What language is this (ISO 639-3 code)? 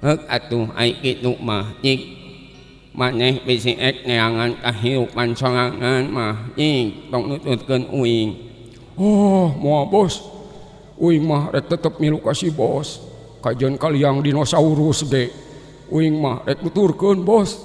sun